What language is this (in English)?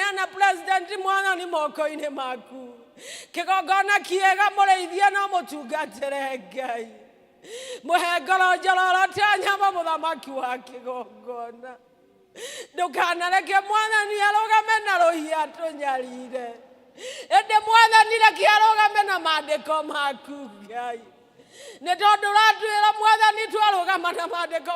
Kikuyu